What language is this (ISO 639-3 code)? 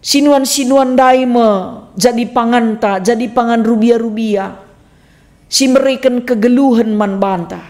btx